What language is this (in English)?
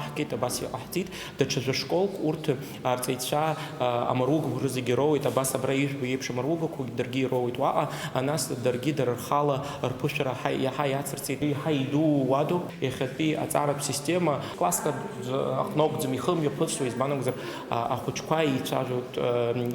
Abkhazian